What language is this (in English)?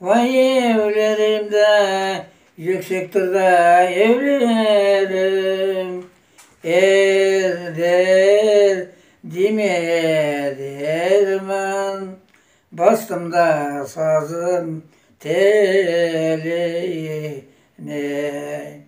Crimean Tatar